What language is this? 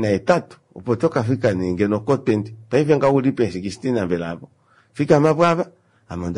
Kuanyama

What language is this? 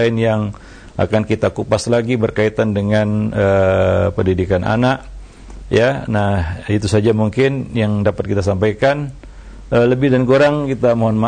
Indonesian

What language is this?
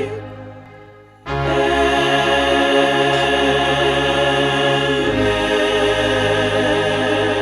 Tongan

